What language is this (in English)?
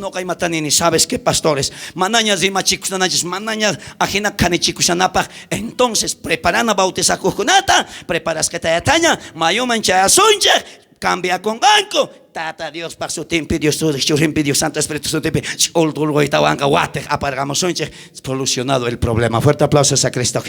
South Bolivian Quechua